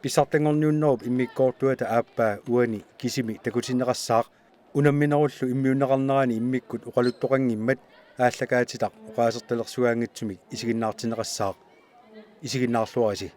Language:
Kalaallisut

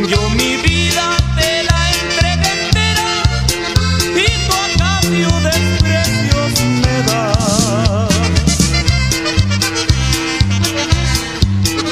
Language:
Spanish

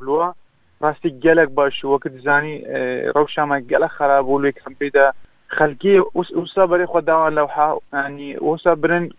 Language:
Kurdish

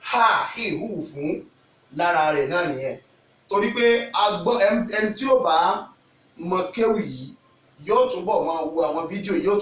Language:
Yoruba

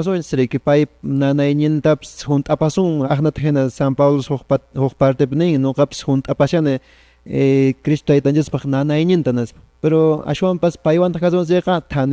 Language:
Quechua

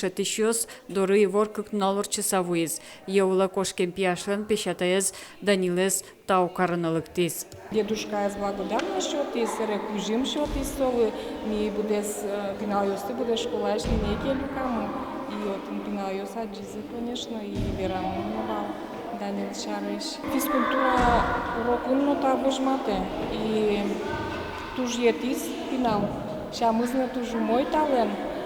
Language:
Udmurt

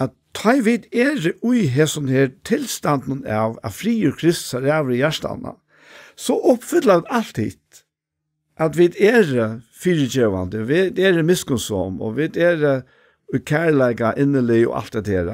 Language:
Faroese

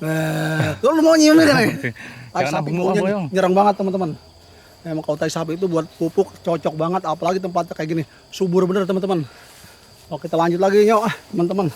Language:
Betawi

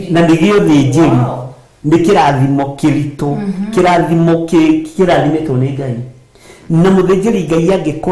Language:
Kikuyu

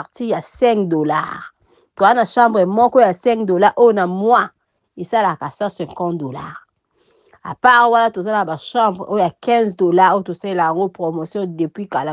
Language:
Lingala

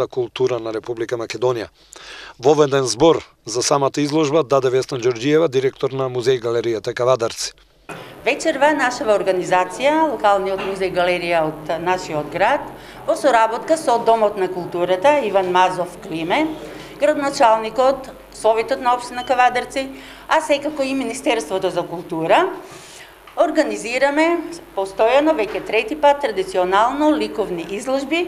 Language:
Macedonian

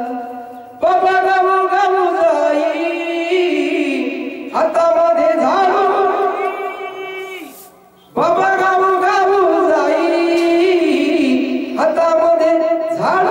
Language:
Marathi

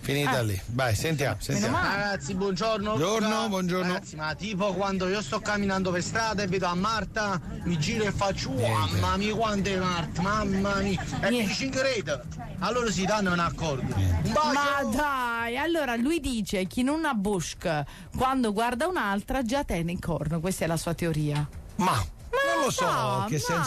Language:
Italian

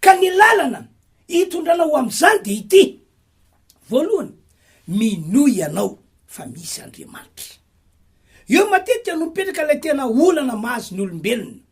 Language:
Malagasy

